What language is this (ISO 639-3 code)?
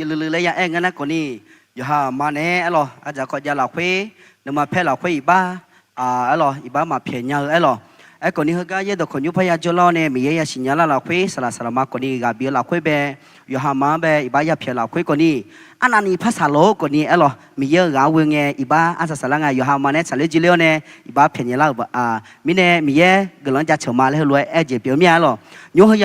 ahk